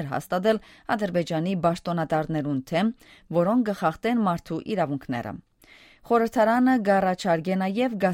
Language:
Western Armenian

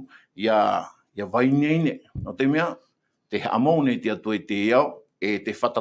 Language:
Tahitian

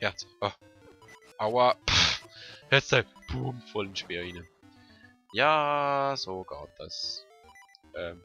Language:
Swiss German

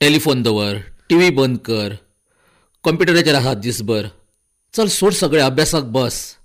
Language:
Konkani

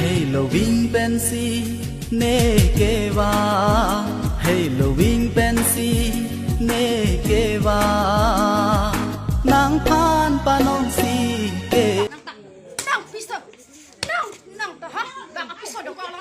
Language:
Karbi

